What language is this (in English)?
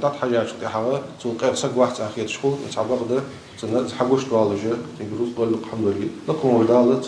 Ingush